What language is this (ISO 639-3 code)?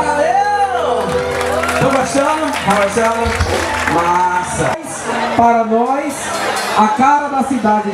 por